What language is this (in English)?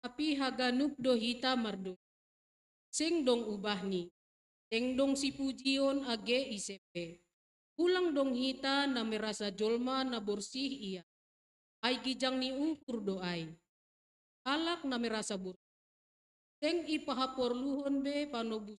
Batak Simalungun